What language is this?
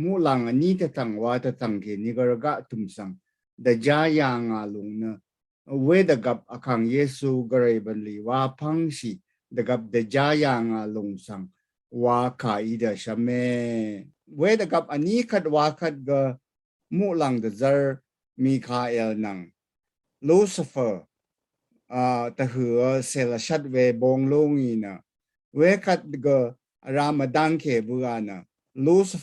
Rawang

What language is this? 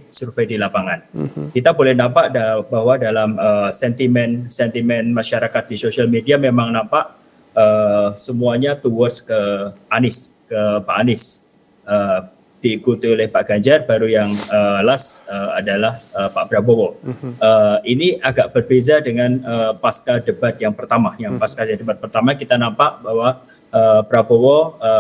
Malay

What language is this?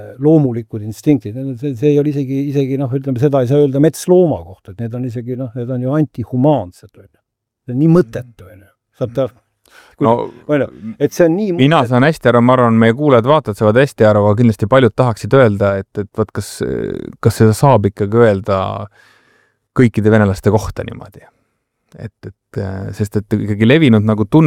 Estonian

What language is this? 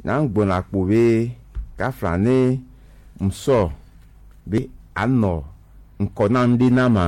Gen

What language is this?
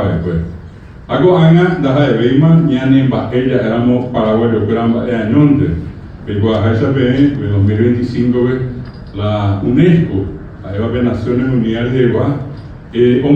Guarani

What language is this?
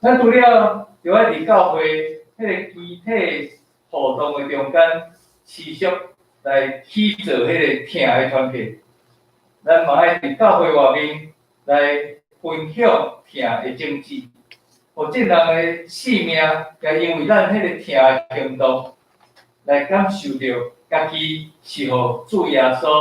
Min Nan Chinese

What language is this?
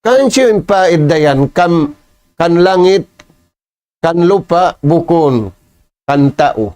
Tausug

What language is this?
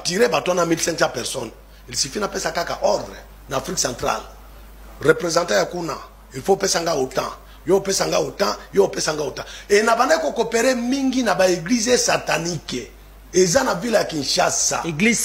Lingala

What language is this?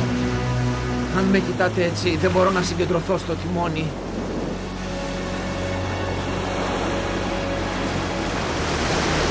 Greek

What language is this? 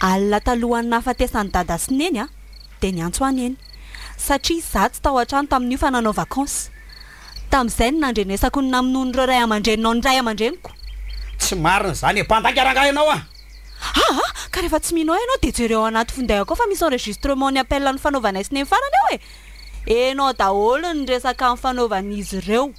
Malagasy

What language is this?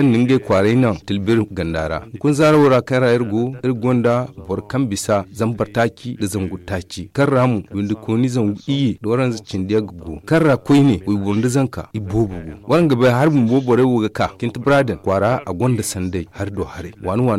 Zarma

